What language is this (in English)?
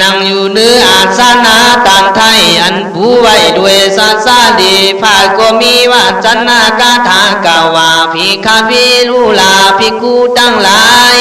Khün